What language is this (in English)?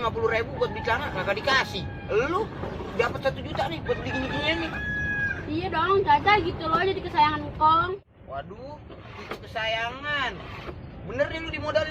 Betawi